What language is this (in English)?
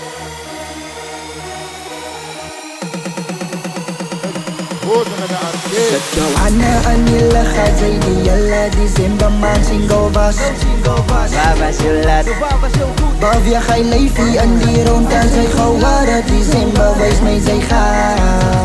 Afrikaans